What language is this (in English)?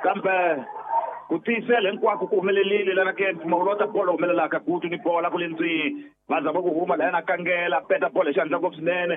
Tsonga